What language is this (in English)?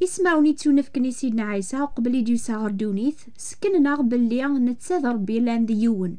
Kabyle